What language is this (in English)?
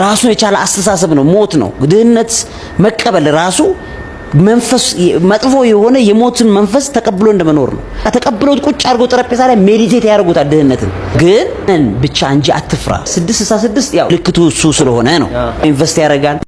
Amharic